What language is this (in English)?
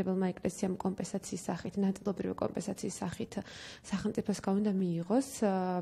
Georgian